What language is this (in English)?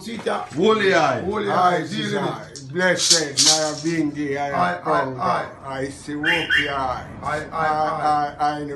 Jamaican Creole English